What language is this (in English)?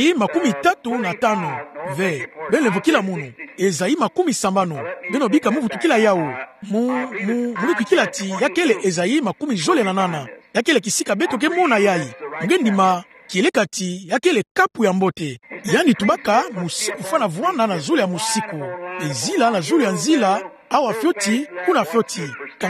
Kituba (Democratic Republic of Congo)